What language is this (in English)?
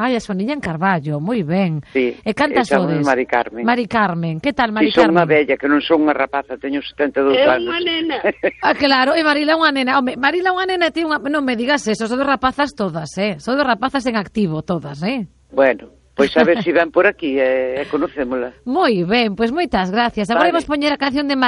Galician